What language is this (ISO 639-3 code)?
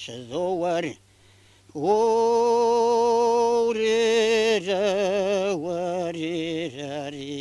kbd